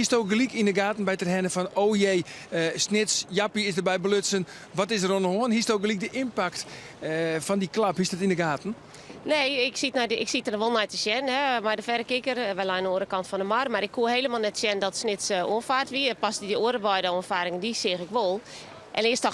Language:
Western Frisian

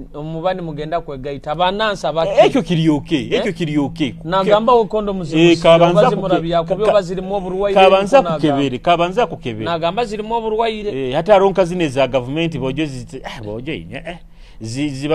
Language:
Nyoro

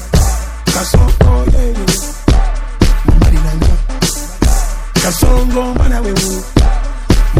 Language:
Swahili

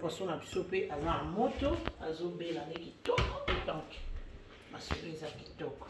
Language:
Lingala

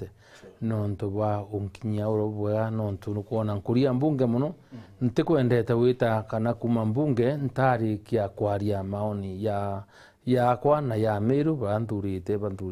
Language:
Meru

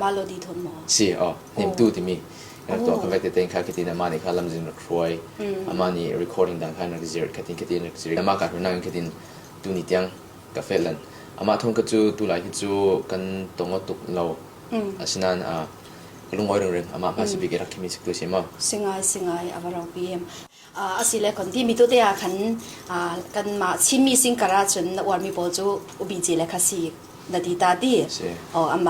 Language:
Falam Chin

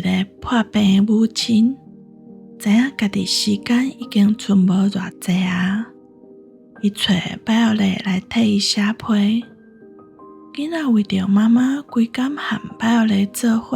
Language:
Min Nan Chinese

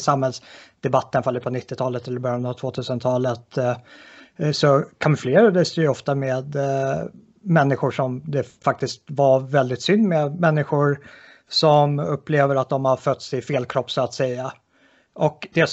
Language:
Swedish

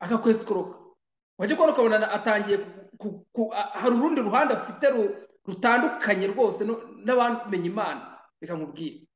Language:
Kinyarwanda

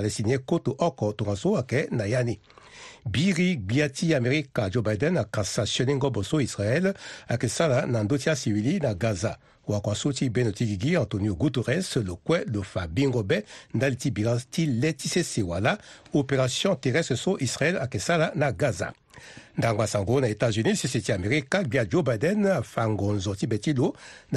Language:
Sango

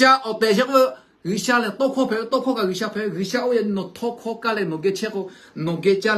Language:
Lahu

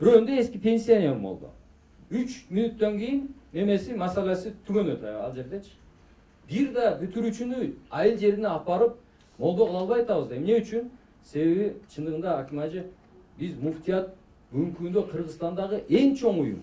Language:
Kyrgyz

